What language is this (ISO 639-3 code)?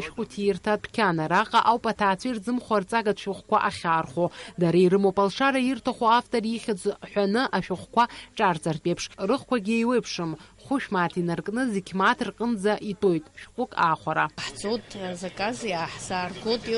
abk